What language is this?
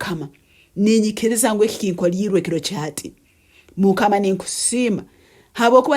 Nyankole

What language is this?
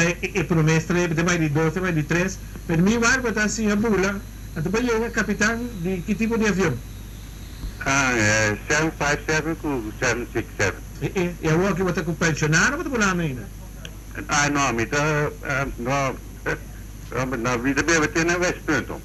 Papiamento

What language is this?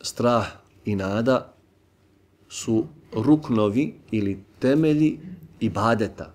Bosnian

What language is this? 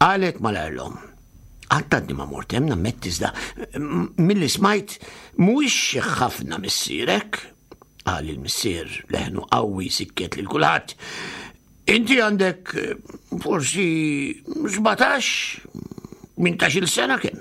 Maltese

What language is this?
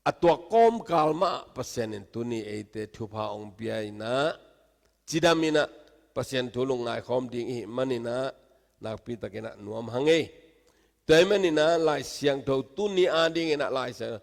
Tedim Chin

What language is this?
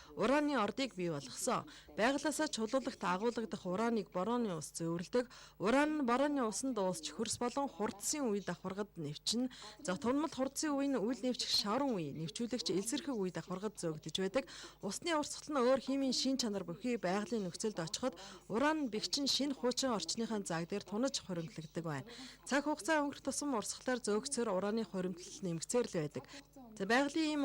Mongolian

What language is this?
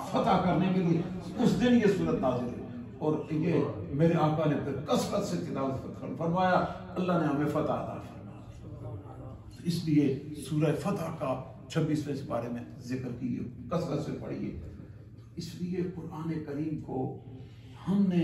Urdu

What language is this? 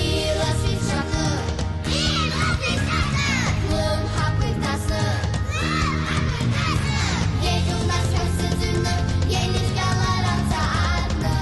Abkhazian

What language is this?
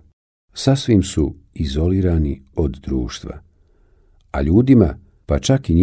Bosnian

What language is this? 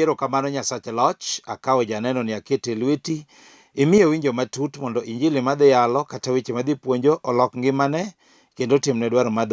Luo (Kenya and Tanzania)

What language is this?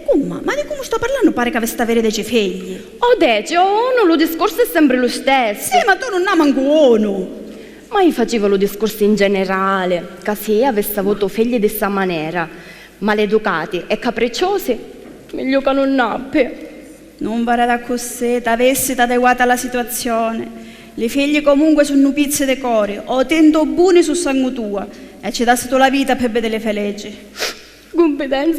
Sicilian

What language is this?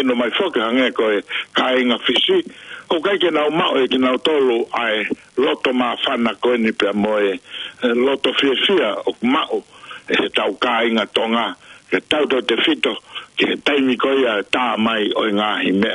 Tongan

